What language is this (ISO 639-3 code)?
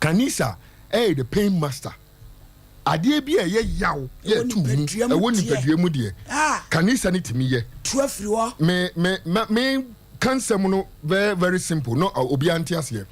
aka